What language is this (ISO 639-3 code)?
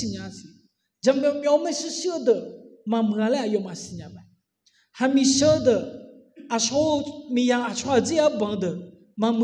ahk